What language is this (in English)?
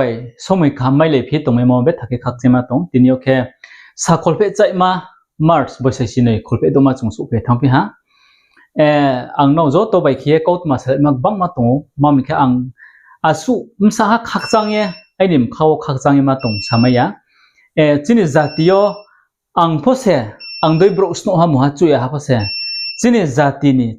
Riang (India)